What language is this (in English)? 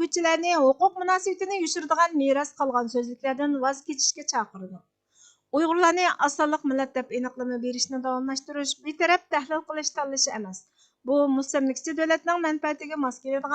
Uyghur